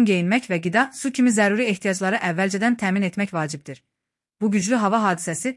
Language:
Azerbaijani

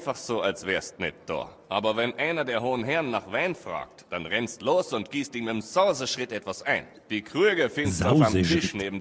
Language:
Bavarian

